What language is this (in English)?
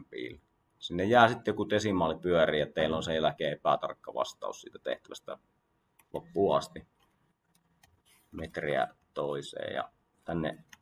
Finnish